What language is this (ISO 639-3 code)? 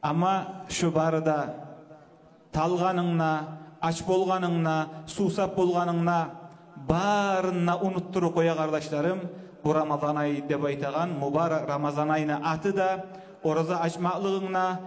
kum